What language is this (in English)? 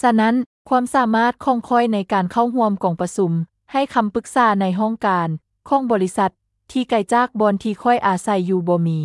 Lao